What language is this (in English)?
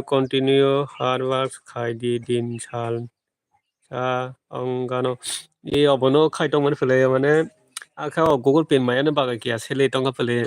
Kok Borok